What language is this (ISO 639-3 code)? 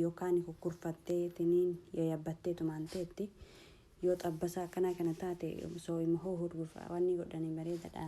orm